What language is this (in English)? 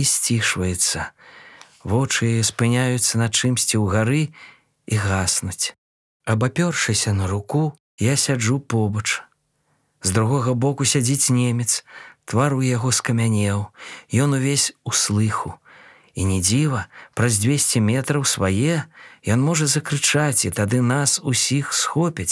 Belarusian